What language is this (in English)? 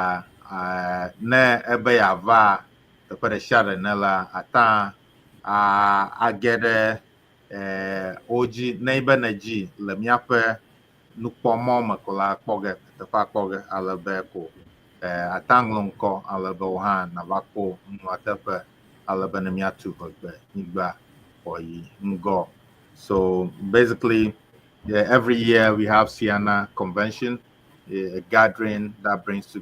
Ewe